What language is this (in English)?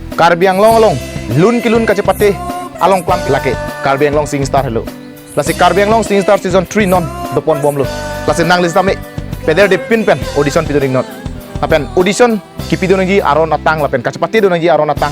Karbi